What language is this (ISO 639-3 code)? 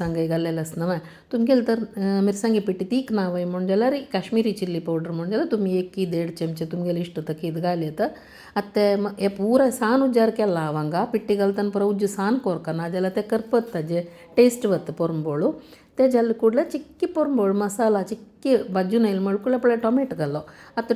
kok